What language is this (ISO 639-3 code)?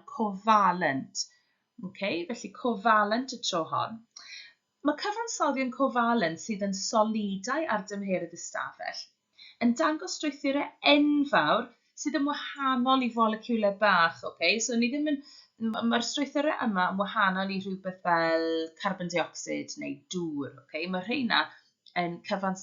cym